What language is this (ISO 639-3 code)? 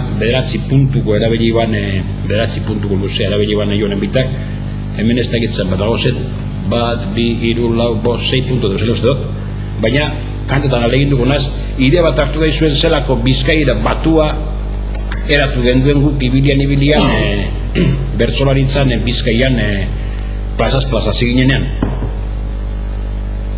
eus